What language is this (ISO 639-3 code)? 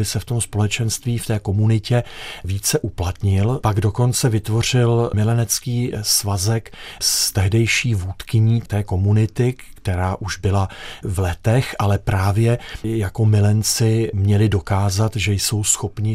ces